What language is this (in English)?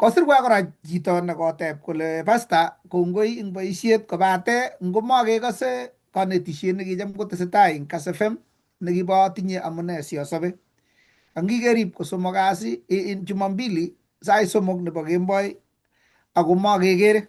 Kalenjin